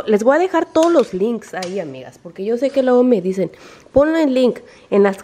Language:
Spanish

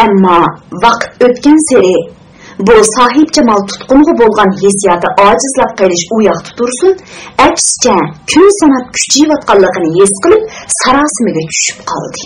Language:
Uyghur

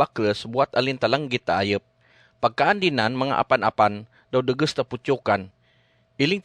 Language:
Kagayanen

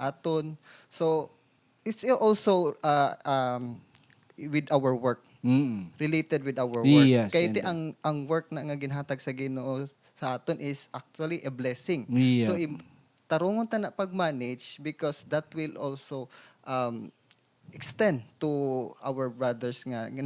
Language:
Hiligaynon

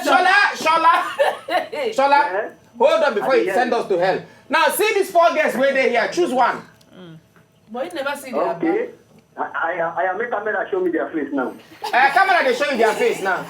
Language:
Nigerian Pidgin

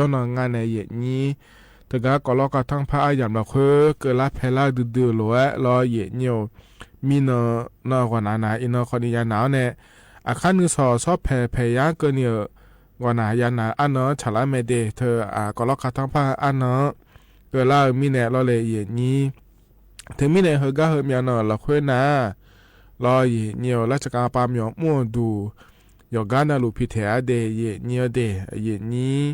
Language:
Akha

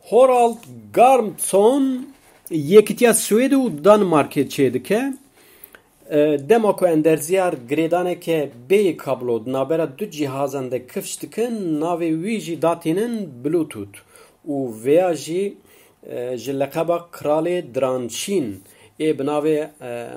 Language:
Kurdish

